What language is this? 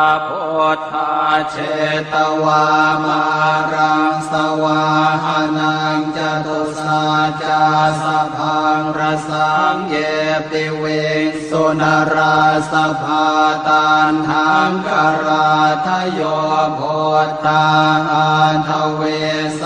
Pali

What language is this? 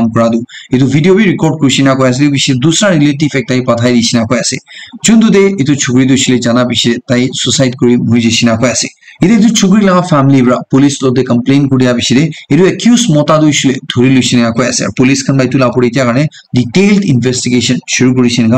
Naga Pidgin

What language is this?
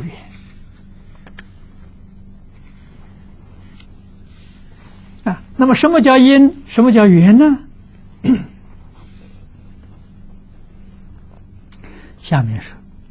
Chinese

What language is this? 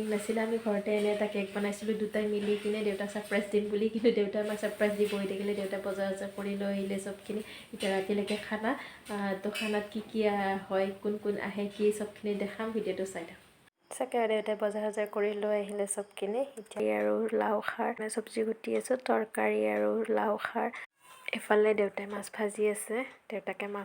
Assamese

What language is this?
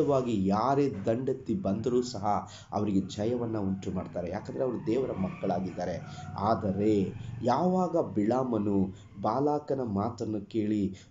Kannada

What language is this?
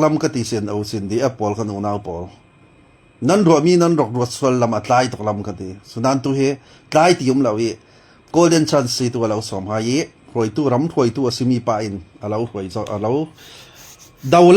Falam Chin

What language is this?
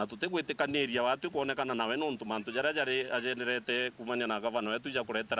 Meru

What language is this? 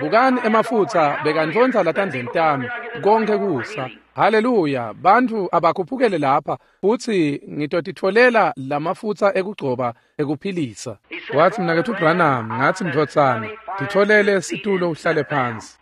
Swati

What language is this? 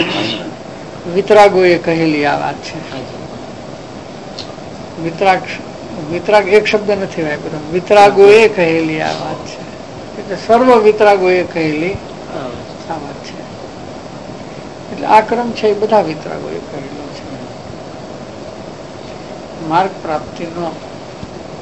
Gujarati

